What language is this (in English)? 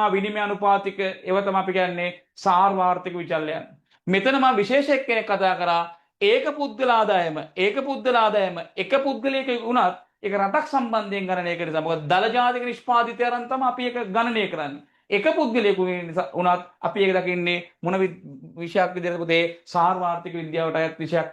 Sinhala